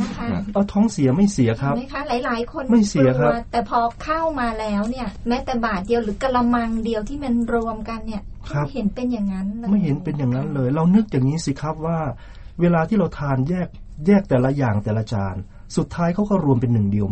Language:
Thai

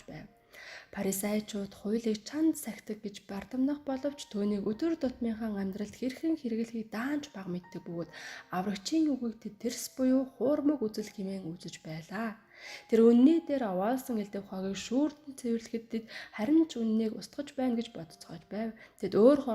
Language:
Mongolian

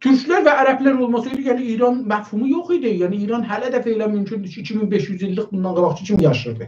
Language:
South Azerbaijani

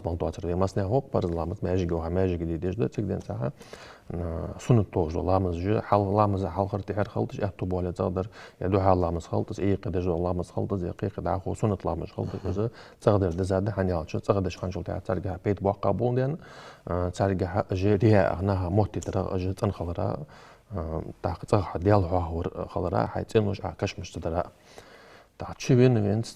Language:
Ingush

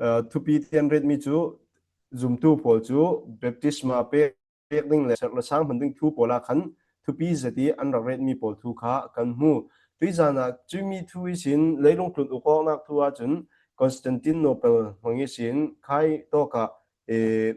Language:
Falam Chin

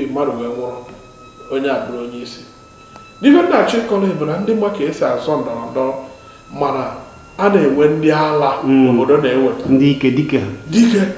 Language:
Igbo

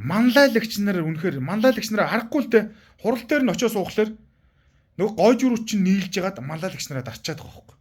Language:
Mongolian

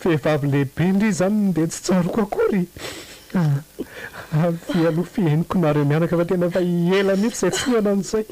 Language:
Malagasy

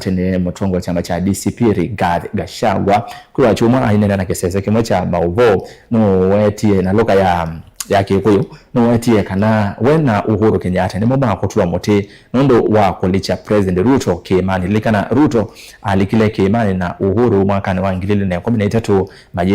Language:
Kamba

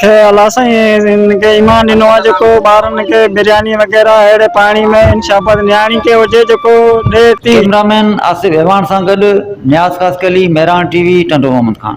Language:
Sindhi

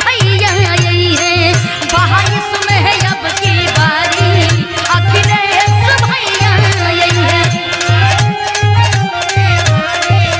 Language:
Bhojpuri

